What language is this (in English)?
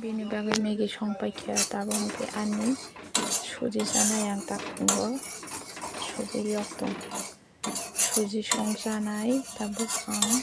Kok Borok